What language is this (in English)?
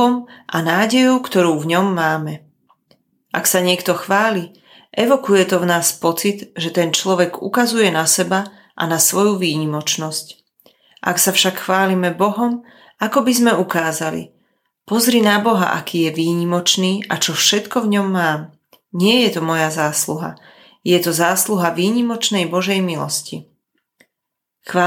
Slovak